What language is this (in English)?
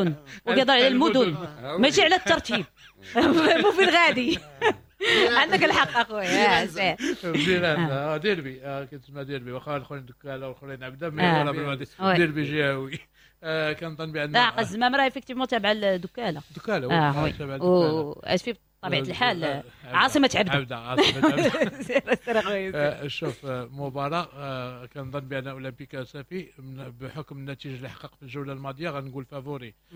Moroccan Arabic